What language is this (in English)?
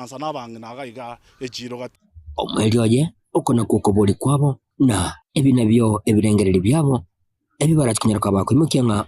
Gusii